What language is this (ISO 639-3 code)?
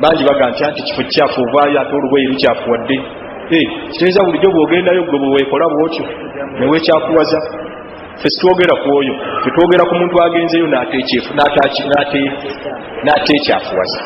lug